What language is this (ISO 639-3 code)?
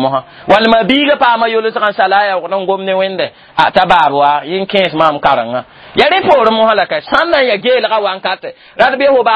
mos